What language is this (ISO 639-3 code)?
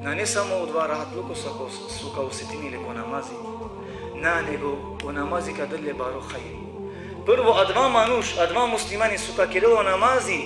rmn